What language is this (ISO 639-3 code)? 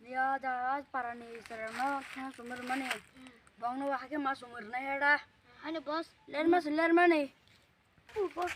trp